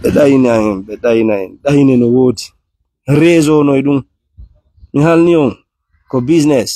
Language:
Fula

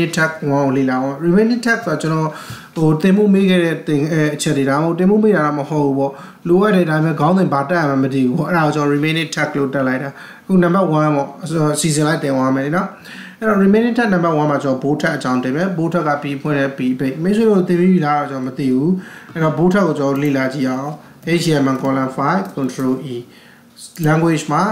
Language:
Burmese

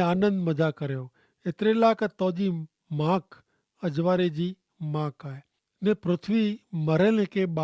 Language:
Kachhi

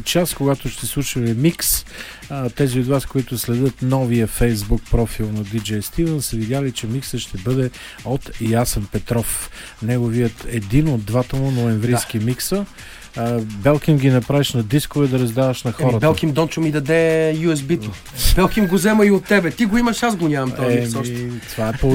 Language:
Bulgarian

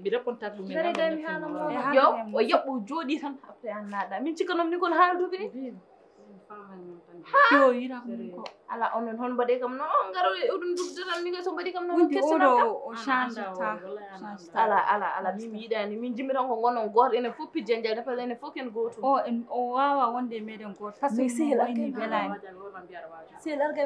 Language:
Fula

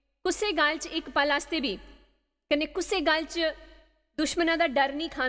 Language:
Dogri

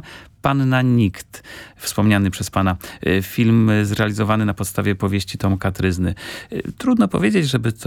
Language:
Polish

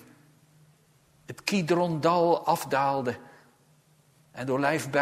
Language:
Dutch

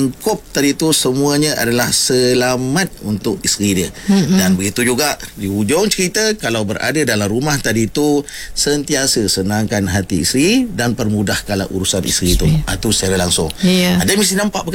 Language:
Malay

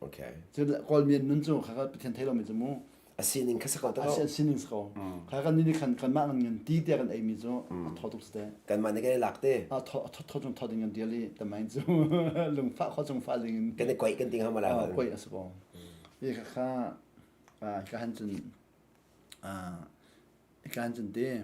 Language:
Hakha Chin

